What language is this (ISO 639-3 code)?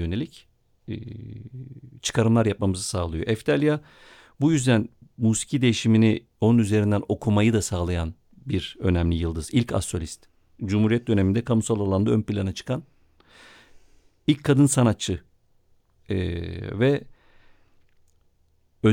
tur